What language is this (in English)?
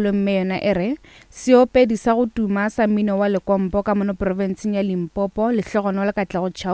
Northern Sotho